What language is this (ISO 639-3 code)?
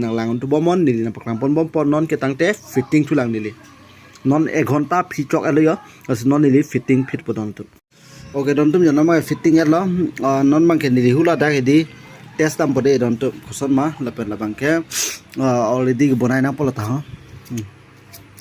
mjw